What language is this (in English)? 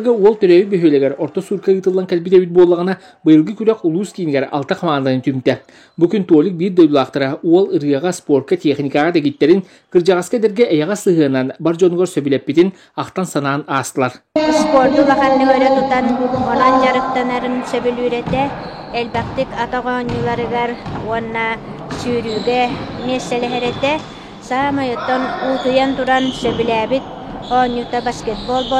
Yakut